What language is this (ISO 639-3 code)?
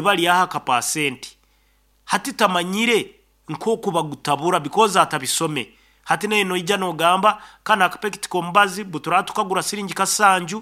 nyn